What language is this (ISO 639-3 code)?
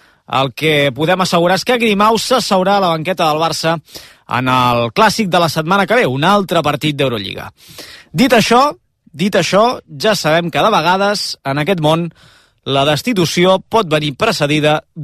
cat